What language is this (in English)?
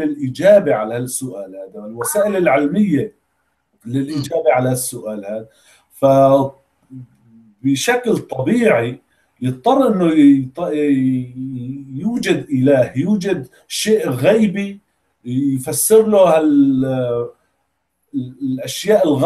Arabic